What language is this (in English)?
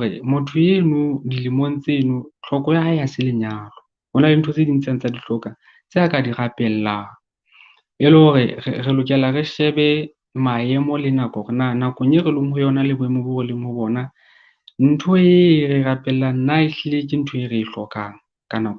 Southern Sotho